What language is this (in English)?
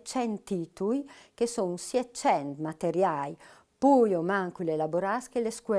Friulian